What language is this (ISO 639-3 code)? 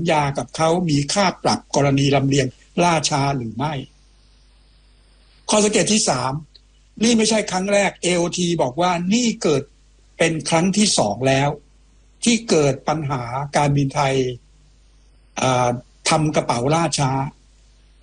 tha